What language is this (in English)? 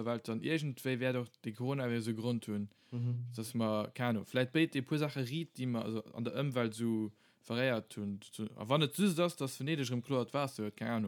Luxembourgish